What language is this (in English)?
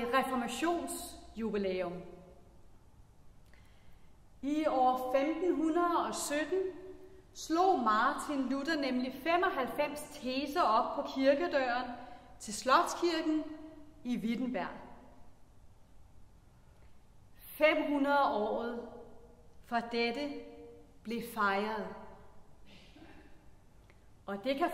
Danish